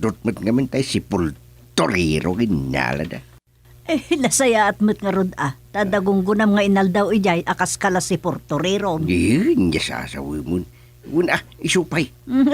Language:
Iloko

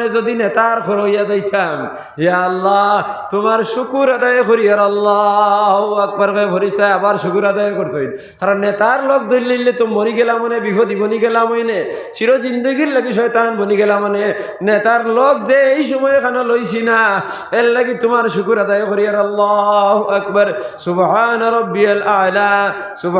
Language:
Sylheti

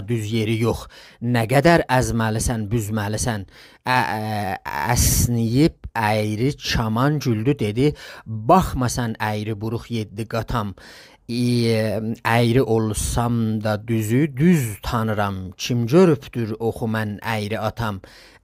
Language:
South Azerbaijani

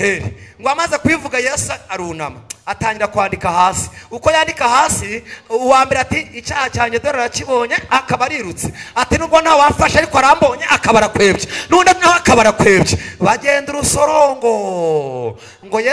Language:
Kinyarwanda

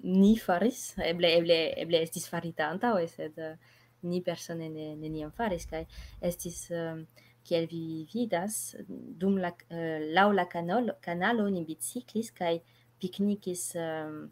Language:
Esperanto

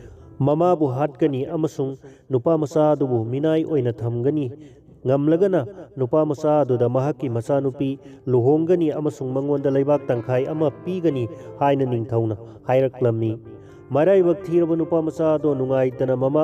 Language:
Manipuri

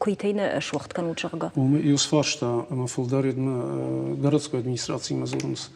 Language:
Ossetic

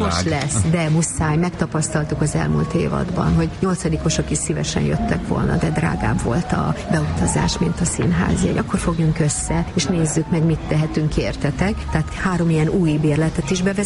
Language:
Hungarian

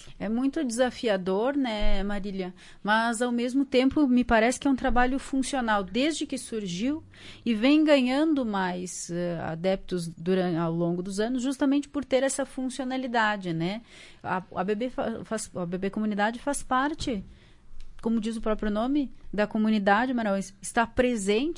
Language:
Portuguese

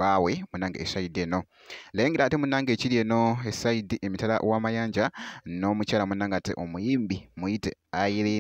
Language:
Ganda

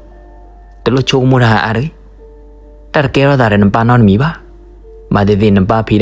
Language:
S'gaw Karen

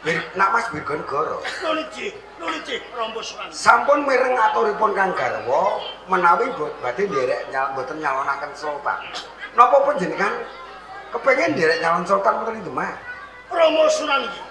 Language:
Javanese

